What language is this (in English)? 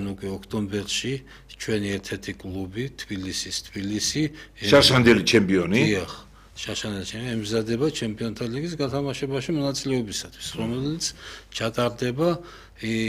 Georgian